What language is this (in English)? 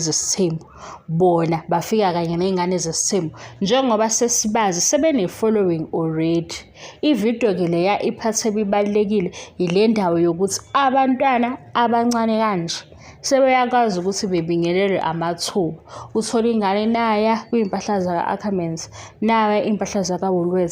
Zulu